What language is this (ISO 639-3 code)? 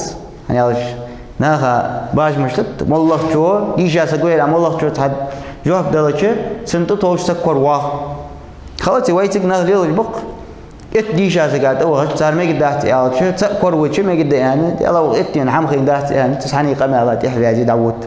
inh